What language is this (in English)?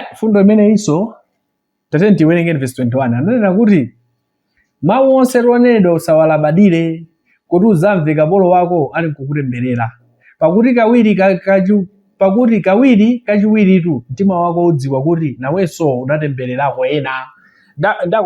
Nyanja